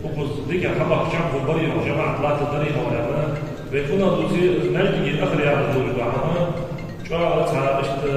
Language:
Ingush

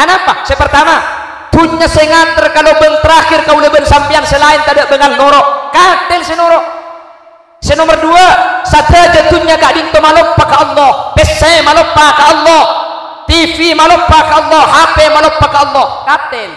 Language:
Madurese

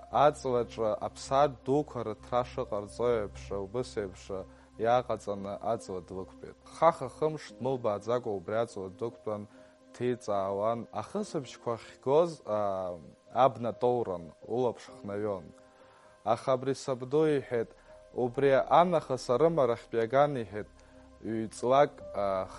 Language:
Abkhazian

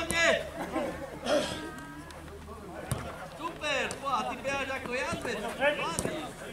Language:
Slovak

